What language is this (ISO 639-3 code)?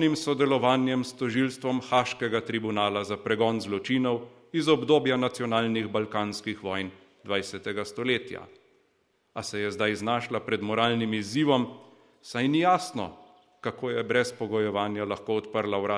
slv